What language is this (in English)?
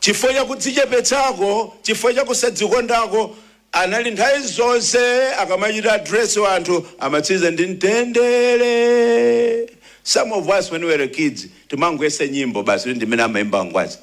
Nyanja